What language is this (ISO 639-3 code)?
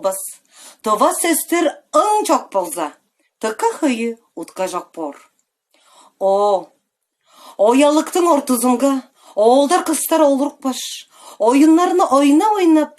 tyv